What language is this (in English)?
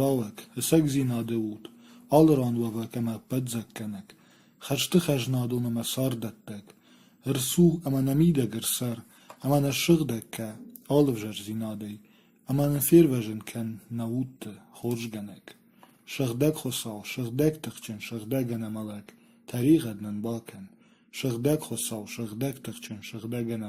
Ossetic